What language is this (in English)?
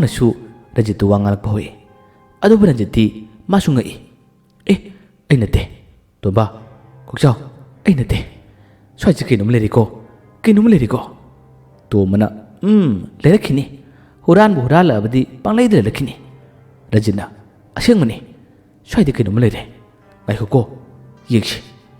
Manipuri